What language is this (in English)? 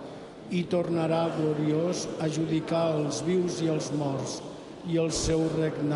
Catalan